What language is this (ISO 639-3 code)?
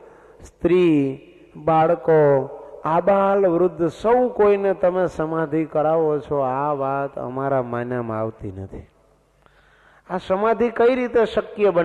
guj